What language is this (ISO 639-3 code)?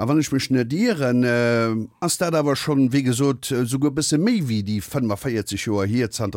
ltz